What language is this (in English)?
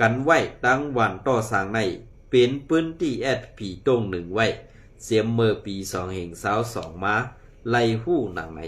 Shan